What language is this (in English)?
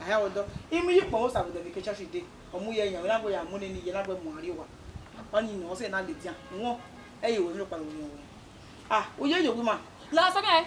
Bini